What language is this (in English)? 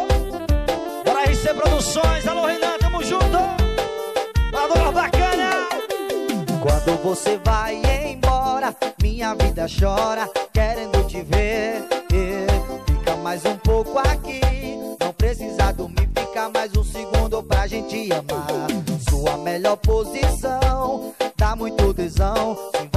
Portuguese